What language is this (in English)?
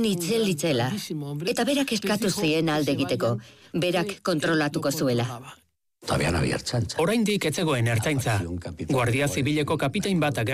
Basque